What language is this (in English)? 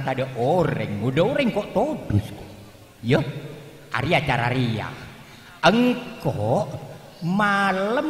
Madurese